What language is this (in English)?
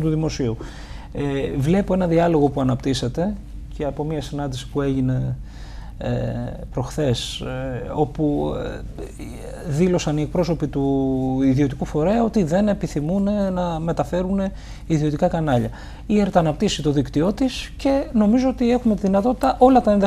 Greek